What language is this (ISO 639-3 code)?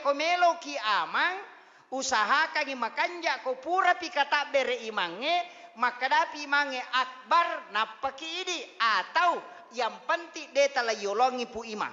bug